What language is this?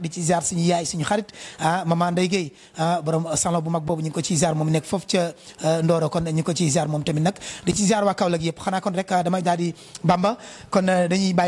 Wolof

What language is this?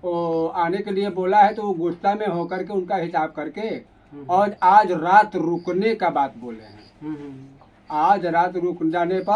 Hindi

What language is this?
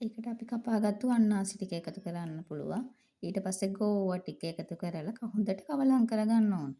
Sinhala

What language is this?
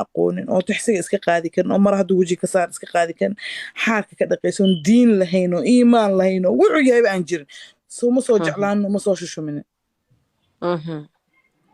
Somali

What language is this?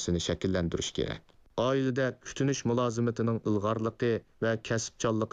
Uyghur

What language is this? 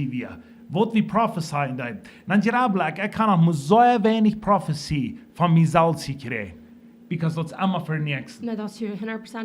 Plautdietsch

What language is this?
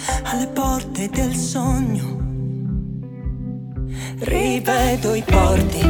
Italian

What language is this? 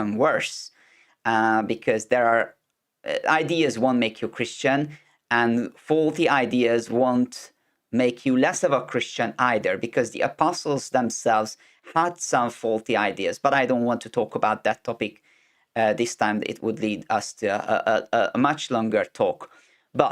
English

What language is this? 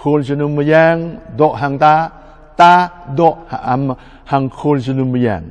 Jarai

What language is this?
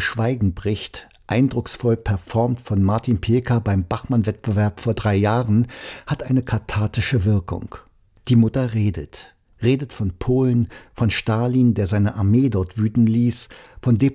German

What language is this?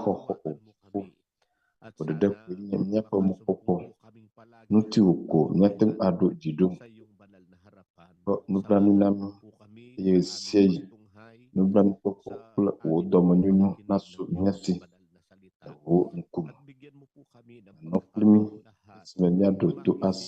Ewe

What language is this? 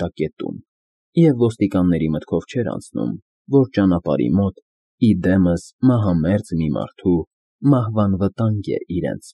Armenian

